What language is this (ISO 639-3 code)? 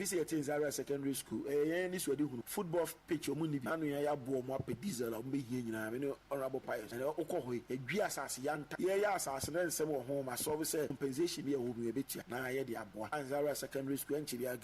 aka